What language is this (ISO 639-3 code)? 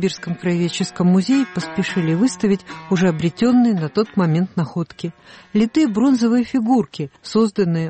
rus